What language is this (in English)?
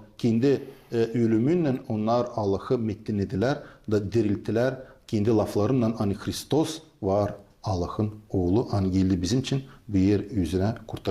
Gagauz